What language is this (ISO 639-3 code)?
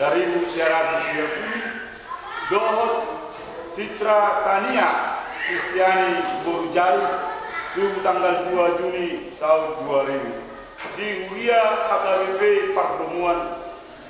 bbc